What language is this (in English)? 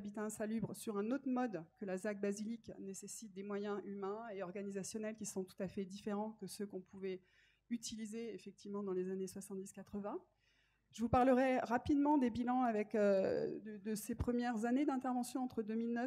French